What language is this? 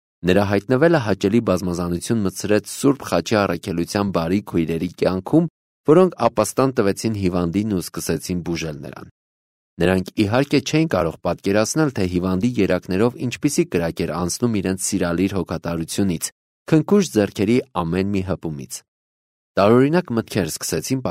Armenian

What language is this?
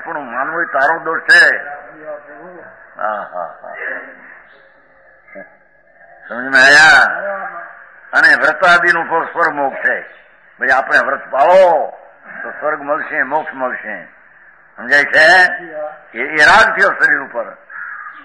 Gujarati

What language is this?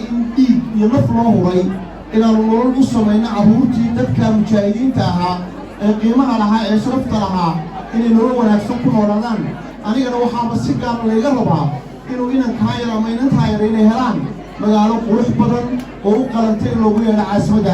Somali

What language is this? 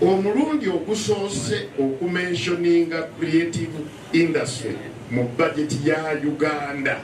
Ganda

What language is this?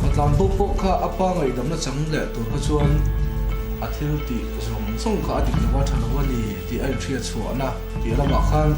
Mizo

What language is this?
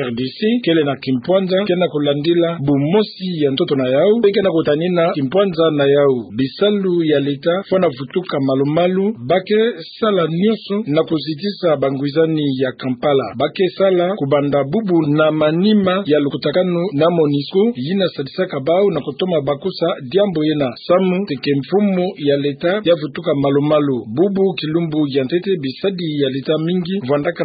Kituba (Democratic Republic of Congo)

